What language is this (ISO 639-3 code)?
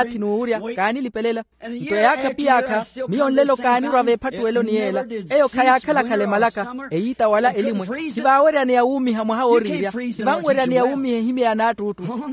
vmw